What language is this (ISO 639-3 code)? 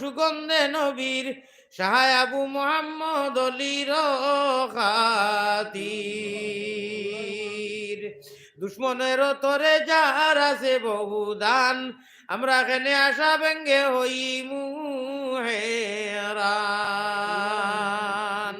syl